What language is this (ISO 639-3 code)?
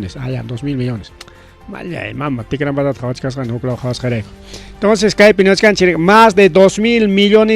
quy